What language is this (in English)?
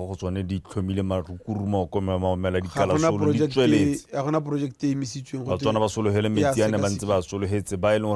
Tswana